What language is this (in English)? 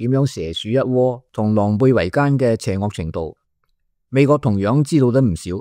Cantonese